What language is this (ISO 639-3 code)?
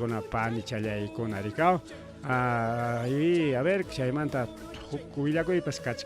quy